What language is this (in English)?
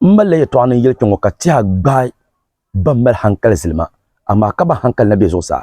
Dagbani